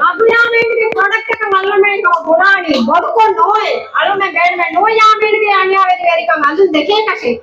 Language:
Divehi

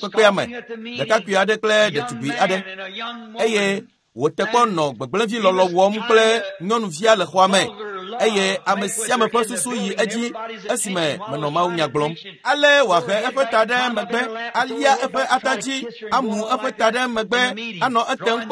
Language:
Ewe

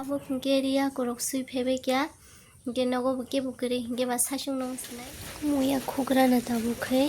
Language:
Kok Borok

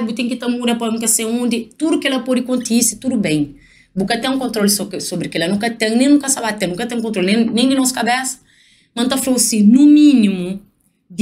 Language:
Kabuverdianu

